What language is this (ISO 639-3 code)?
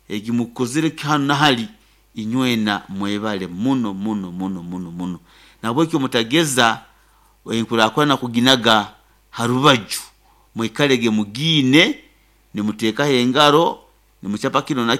nyo